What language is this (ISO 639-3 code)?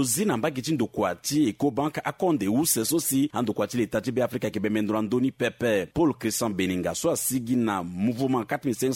sag